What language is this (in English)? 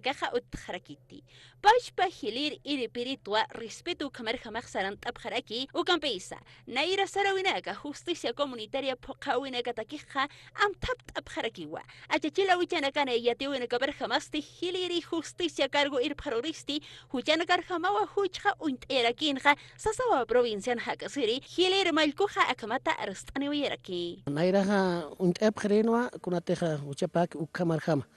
Aymara